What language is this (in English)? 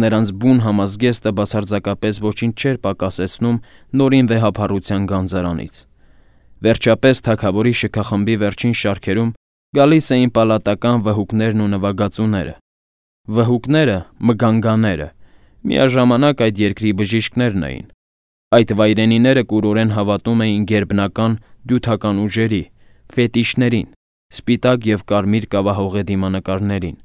Armenian